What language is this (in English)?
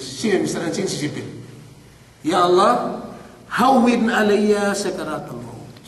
Yakan